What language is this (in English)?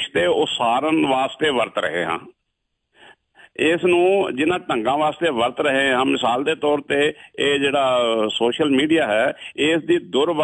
Punjabi